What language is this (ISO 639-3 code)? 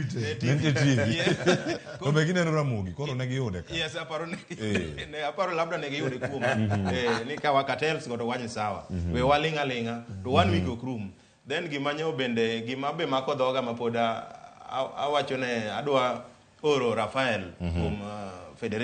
luo